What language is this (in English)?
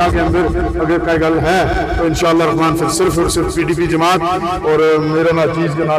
Gujari